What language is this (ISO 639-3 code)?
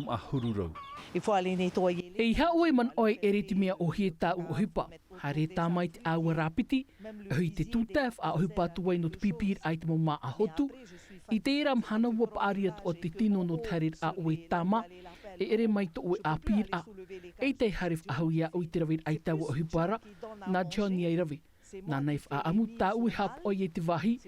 tah